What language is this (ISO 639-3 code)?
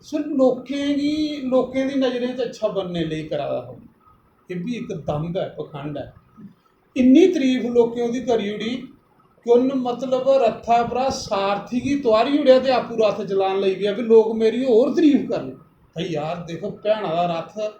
doi